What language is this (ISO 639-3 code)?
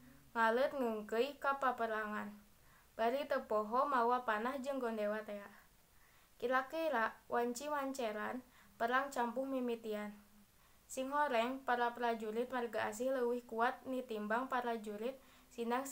sun